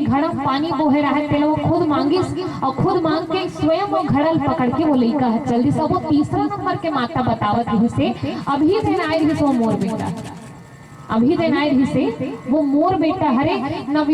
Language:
Chhattisgarhi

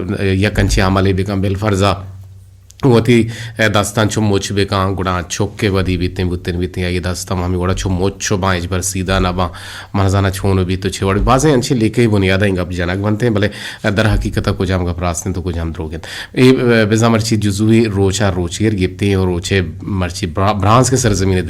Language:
Eastern Balochi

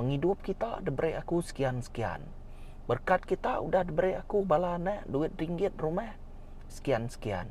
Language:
Iban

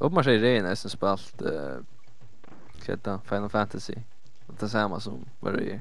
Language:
Faroese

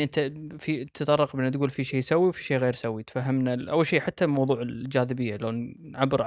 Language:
Gulf Arabic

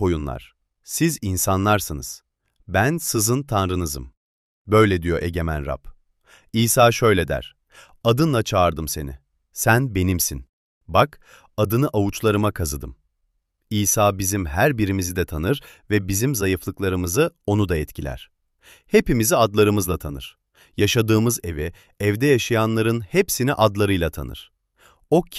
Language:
Turkish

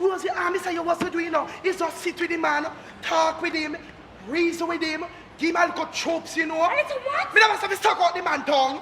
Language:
Jamaican Creole English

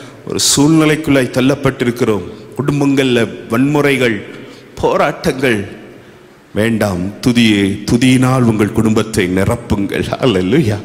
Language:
Tamil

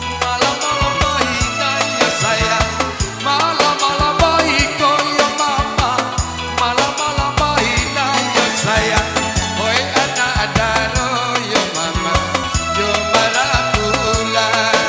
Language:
Minangkabau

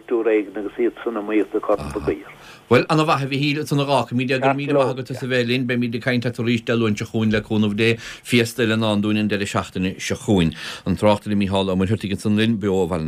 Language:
Irish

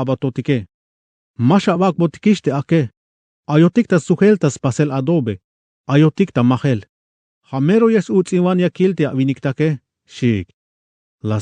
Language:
Tzeltal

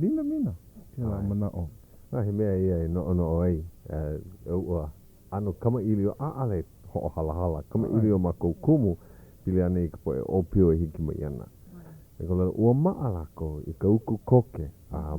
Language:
Hawaiian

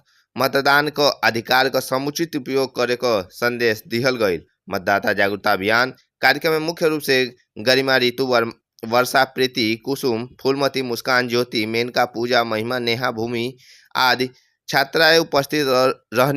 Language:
Bhojpuri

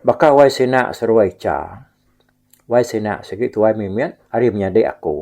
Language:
Iban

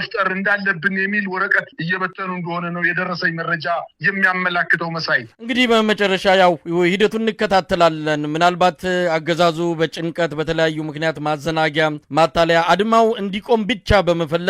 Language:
Amharic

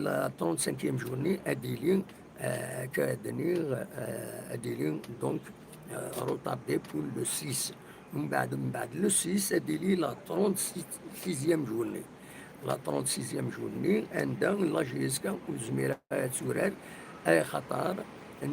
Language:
Kabyle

